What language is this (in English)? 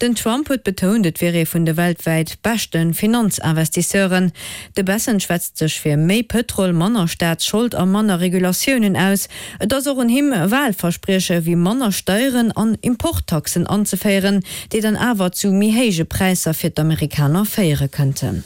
Luxembourgish